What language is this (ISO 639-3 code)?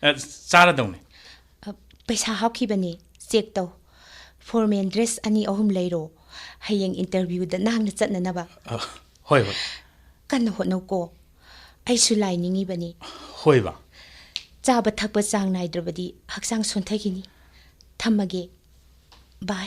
mni